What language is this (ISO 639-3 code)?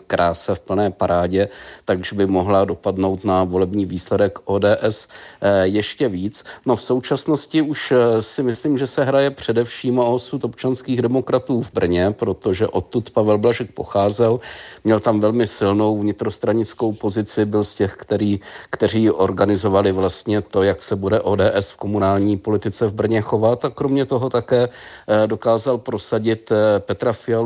ces